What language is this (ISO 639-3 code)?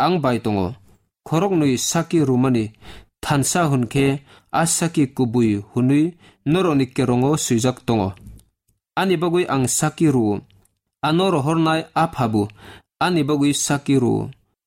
trp